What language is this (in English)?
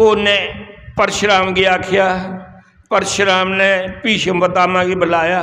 Dogri